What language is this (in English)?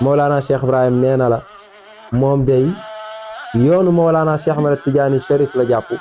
Wolof